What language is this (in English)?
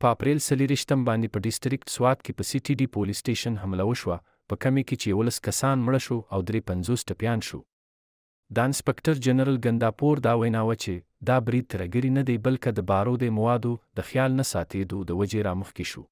Pashto